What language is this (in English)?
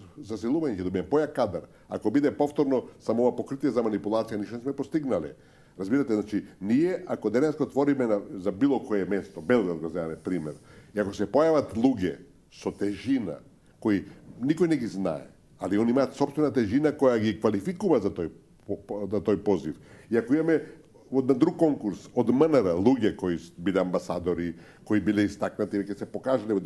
Macedonian